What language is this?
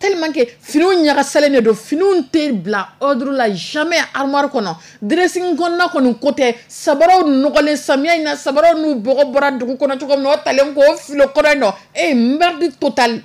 Dyula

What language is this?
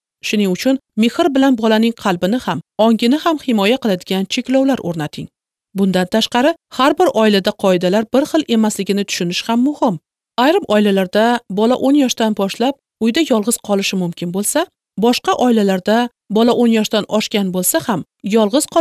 Uzbek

